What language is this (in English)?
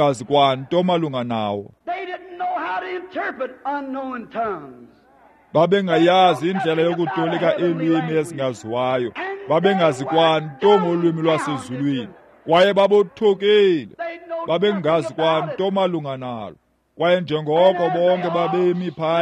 Xhosa